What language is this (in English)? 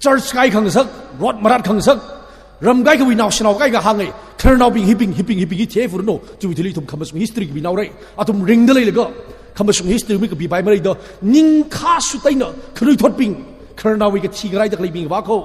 Tangkhul Naga (India)